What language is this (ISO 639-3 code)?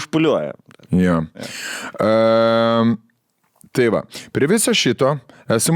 lit